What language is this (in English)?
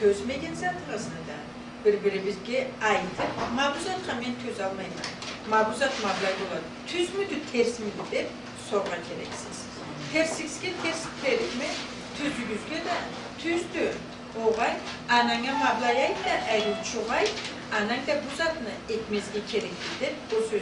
Karachay-Balkar